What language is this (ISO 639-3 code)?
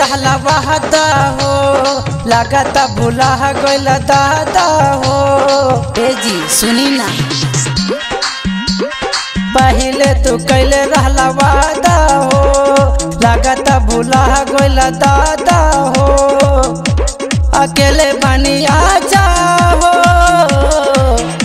bho